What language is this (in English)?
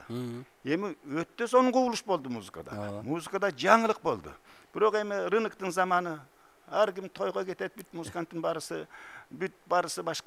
Kyrgyz